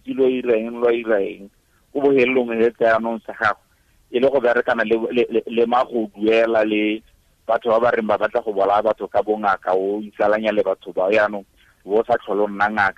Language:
Tswana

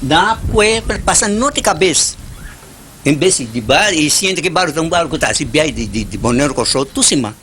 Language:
Papiamento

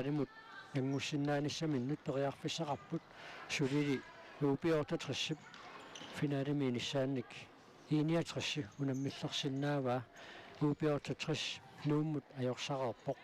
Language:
Kalaallisut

